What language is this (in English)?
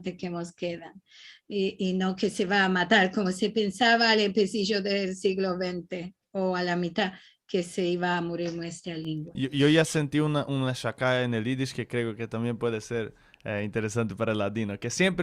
Ladino